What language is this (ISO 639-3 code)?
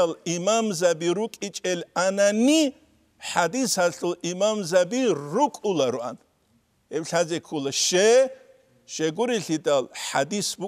ava